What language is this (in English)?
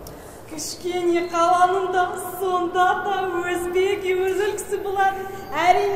Kazakh